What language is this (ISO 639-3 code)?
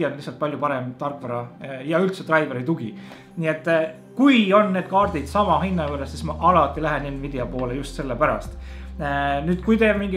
est